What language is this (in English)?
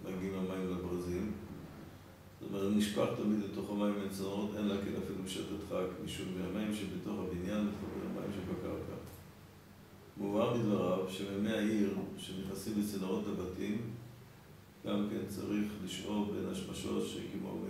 Hebrew